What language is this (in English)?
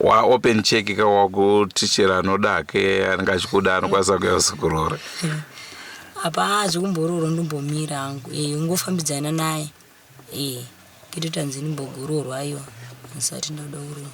Shona